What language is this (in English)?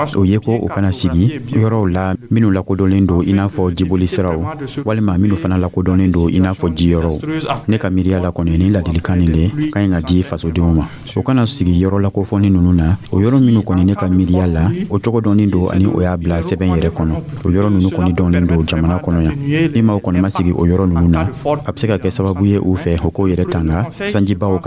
Dyula